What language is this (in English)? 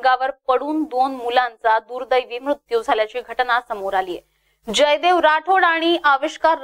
Marathi